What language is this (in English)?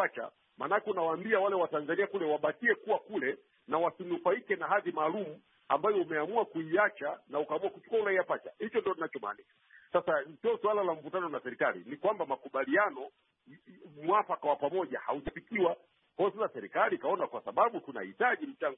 Swahili